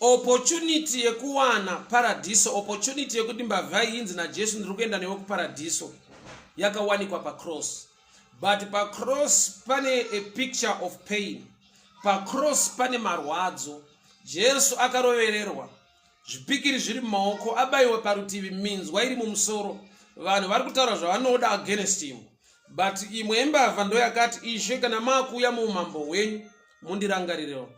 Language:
Shona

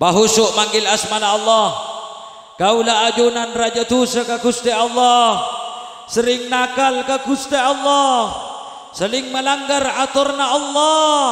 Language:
Madurese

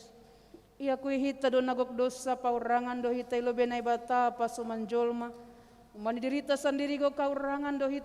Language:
Batak Simalungun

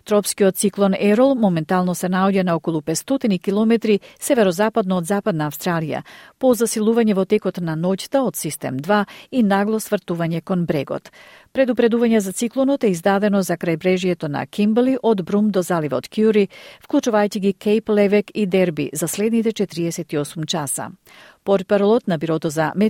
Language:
Macedonian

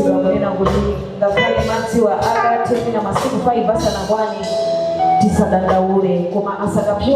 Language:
Nyanja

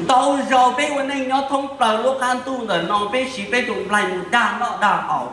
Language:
Hmong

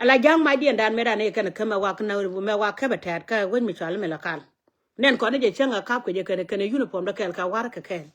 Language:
Nuer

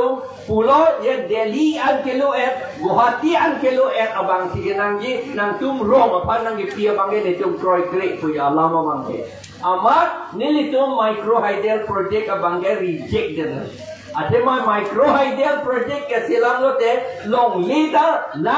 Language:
Karbi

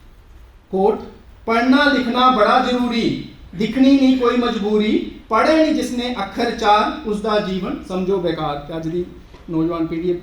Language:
Dogri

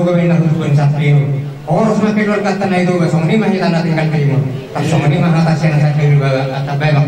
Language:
Batak Toba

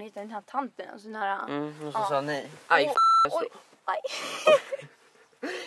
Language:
Swedish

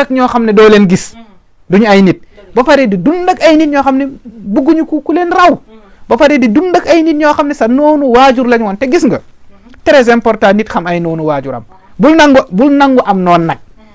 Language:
Wolof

